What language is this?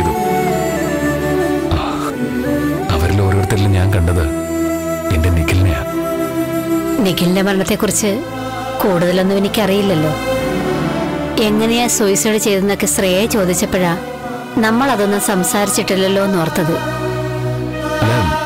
Malayalam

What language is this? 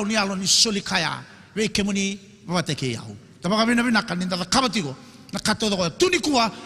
Fijian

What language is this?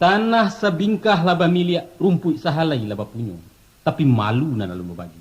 Minangkabau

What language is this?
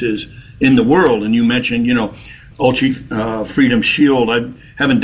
English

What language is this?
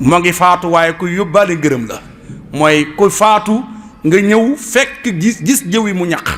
Wolof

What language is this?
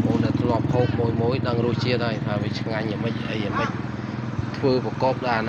Khmer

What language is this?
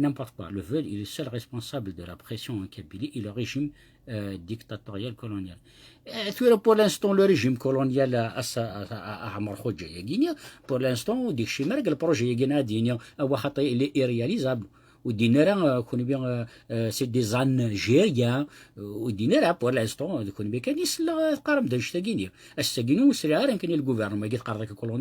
Kabyle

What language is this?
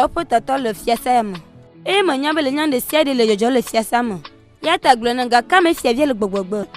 Ewe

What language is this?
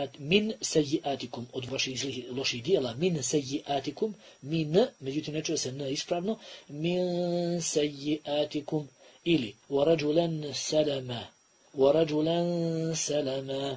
Bosnian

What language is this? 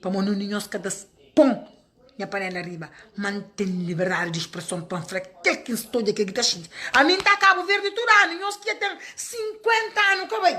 Kabuverdianu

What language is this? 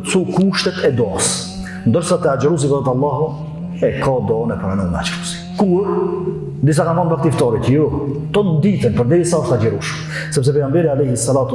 Albanian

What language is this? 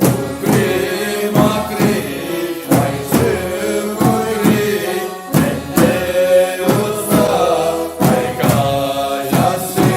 Chuvash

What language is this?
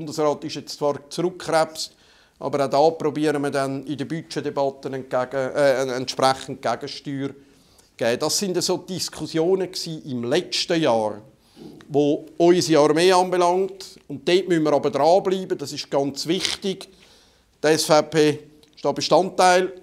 German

